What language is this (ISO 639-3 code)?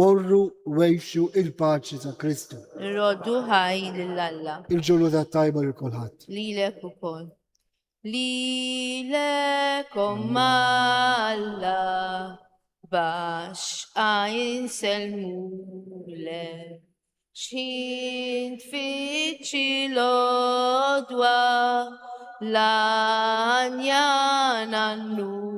mlt